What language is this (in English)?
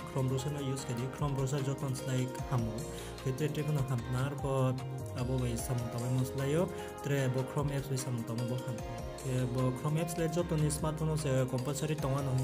Riang (India)